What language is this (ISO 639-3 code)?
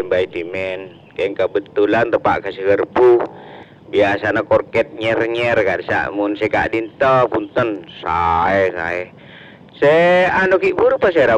mad